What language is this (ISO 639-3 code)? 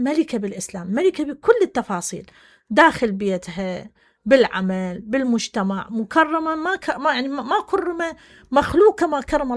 acm